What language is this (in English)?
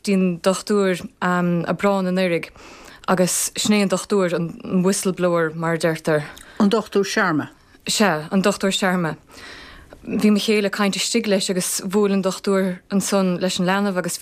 Irish